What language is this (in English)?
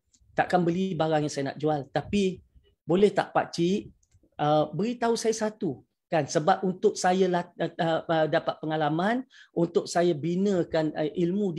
Malay